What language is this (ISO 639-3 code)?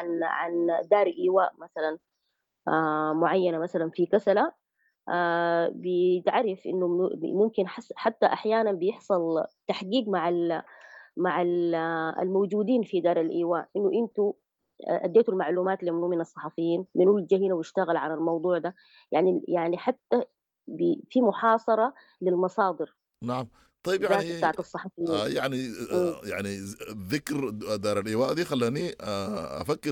apd